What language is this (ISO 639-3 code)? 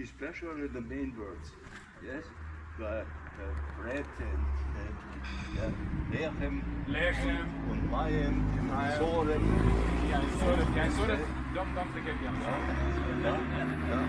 yid